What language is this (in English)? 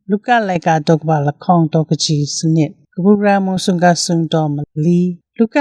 Kachin